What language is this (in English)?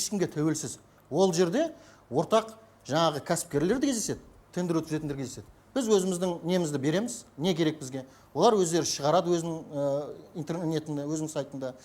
Kazakh